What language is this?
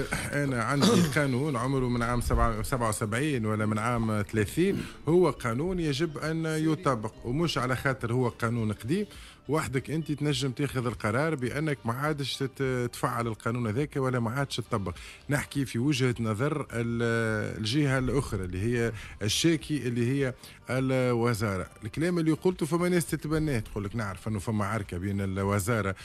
Tunisian Arabic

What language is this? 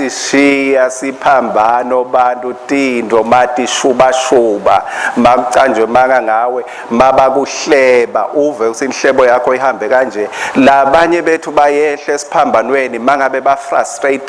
Swati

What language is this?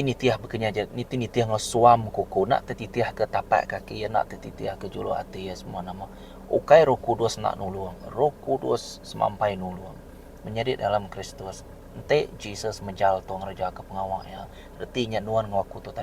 Iban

